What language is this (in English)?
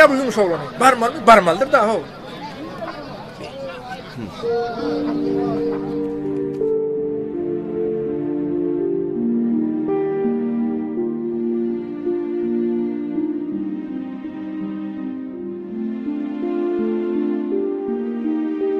Turkmen